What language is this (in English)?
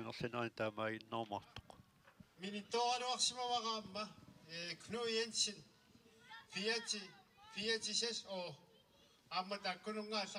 Kalaallisut